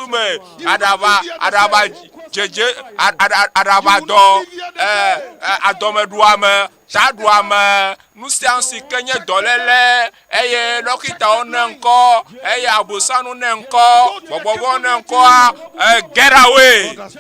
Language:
Ewe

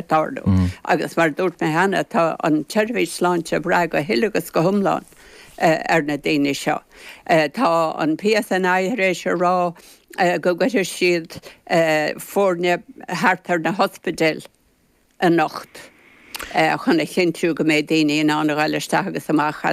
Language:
Irish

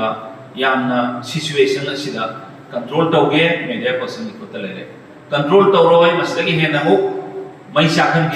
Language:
Manipuri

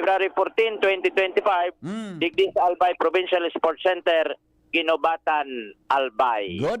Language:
Bikol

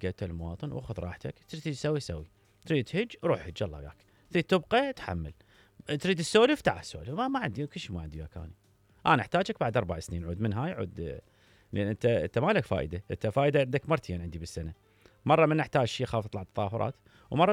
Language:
Mesopotamian Arabic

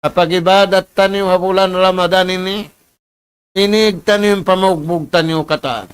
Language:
Tausug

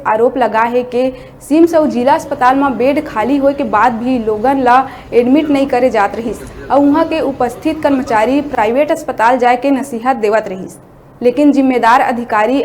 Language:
Chhattisgarhi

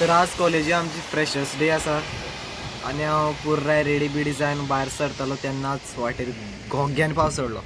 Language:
Konkani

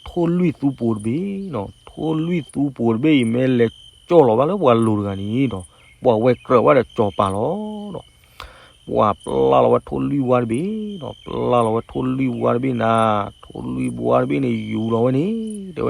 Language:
S'gaw Karen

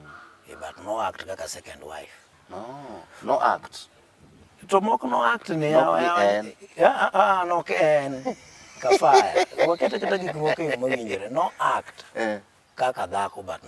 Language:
Luo (Kenya and Tanzania)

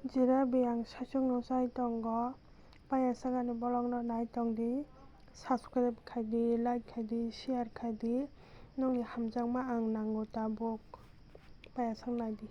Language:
Kok Borok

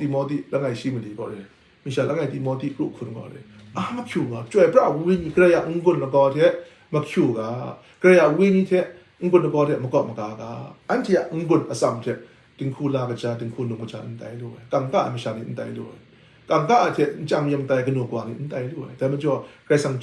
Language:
Kachin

